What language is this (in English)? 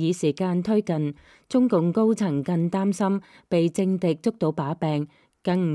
Cantonese